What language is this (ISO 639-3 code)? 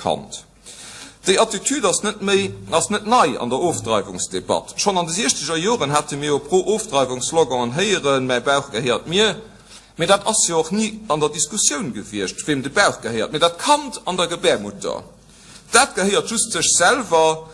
ltz